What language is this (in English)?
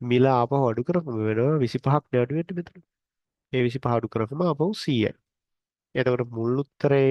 Sinhala